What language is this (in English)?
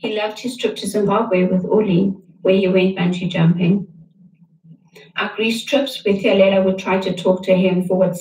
English